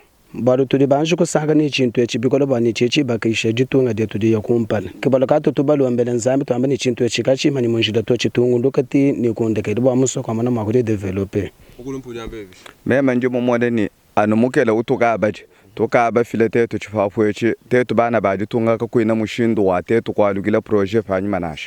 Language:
Luba-Lulua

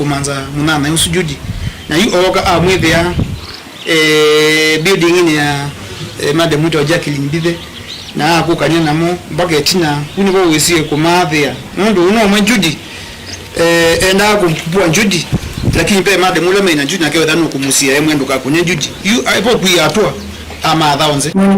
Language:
Kamba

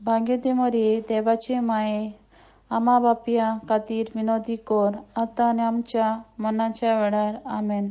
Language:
Konkani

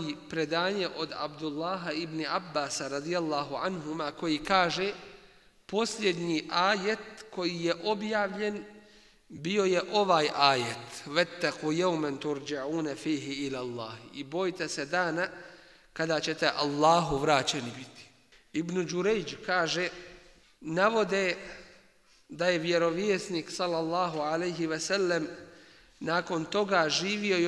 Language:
Bosnian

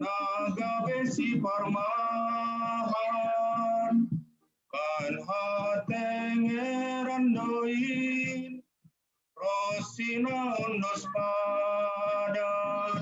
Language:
Batak Simalungun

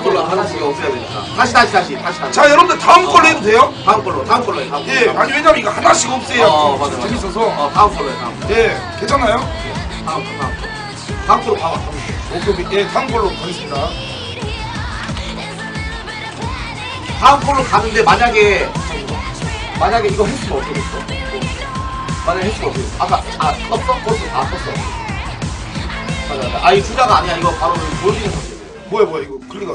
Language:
Korean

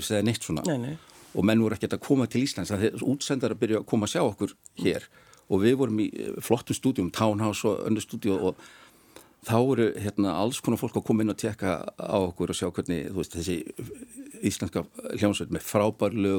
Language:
Icelandic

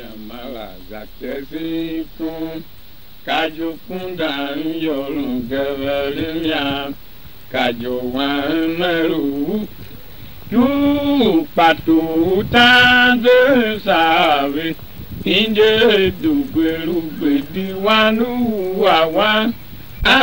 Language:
Tiv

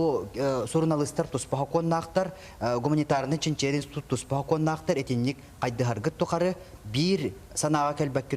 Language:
Yakut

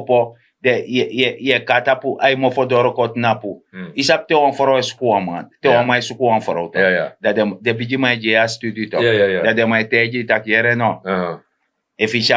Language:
Sranan Tongo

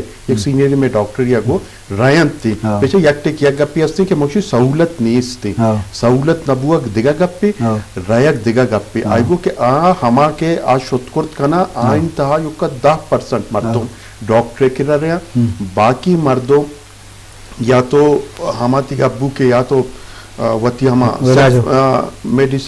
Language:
Eastern Balochi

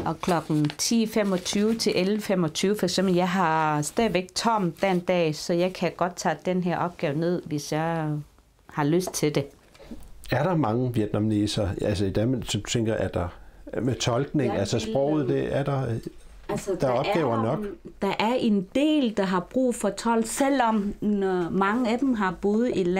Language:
Danish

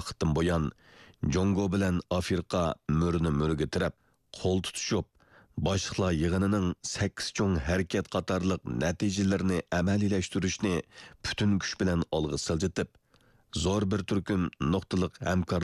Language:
Uyghur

